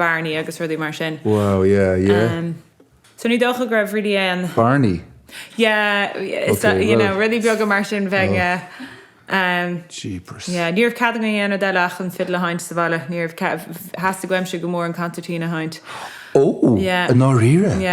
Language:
Irish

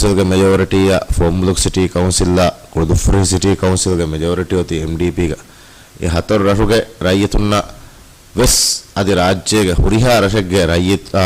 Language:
Divehi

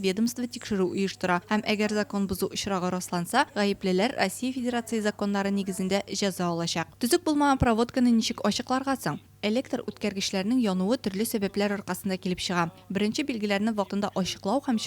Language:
Tatar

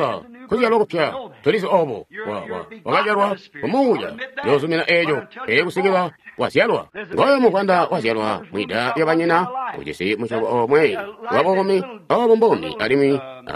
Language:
Tonga (Zambia)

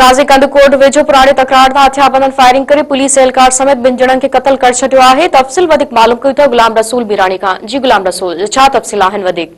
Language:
Sindhi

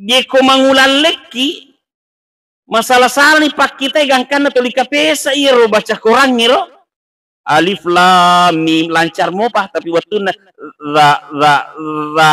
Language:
Buginese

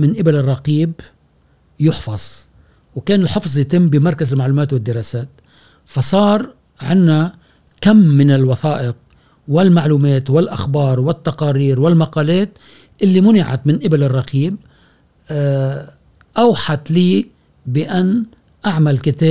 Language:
Gulf Arabic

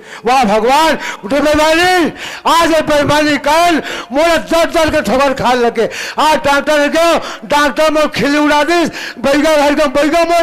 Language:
Chhattisgarhi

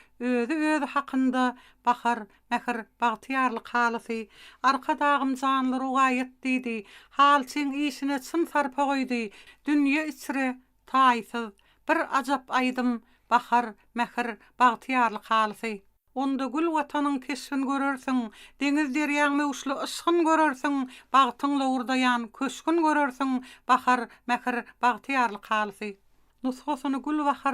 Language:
Turkmen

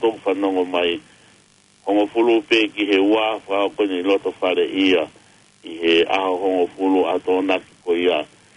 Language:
Tongan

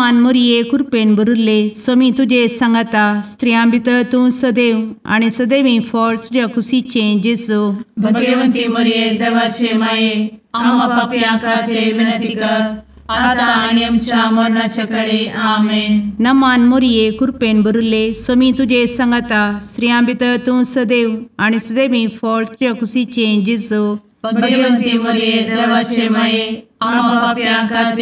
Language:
Konkani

